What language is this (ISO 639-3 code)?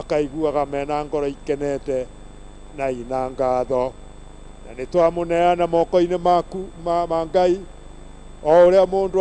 kik